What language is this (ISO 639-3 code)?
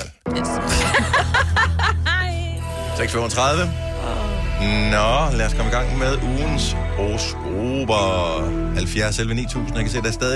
dan